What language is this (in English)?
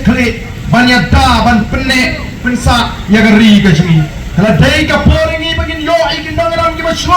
Khasi